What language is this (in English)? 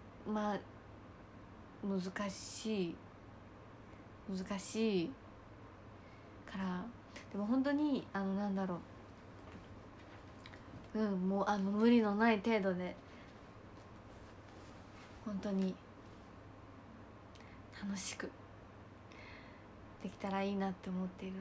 Japanese